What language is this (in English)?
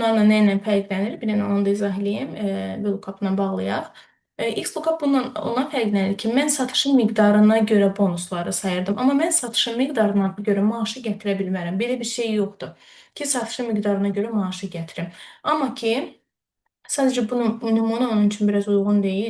Azerbaijani